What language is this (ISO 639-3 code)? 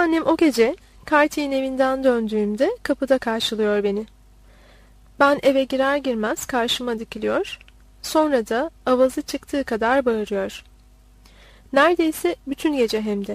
tur